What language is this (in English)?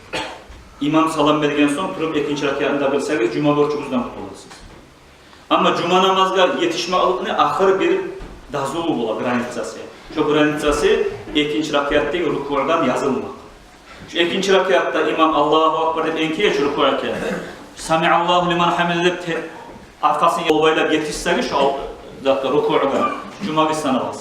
Kumyk